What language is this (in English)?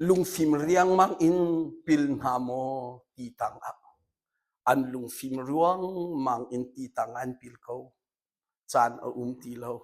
Hakha Chin